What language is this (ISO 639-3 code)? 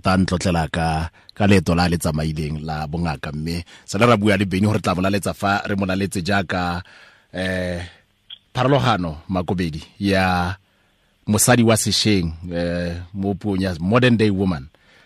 tsn